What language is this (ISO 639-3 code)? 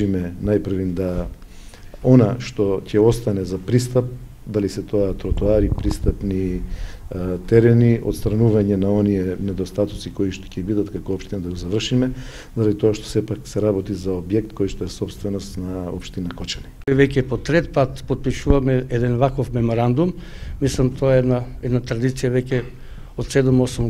mkd